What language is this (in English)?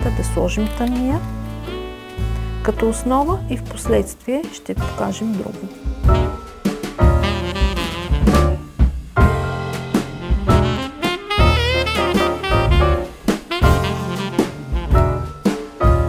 Bulgarian